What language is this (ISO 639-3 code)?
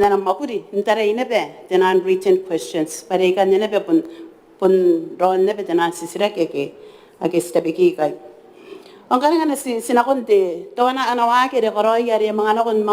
gil